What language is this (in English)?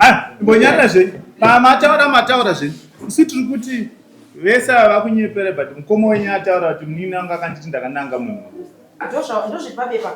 Shona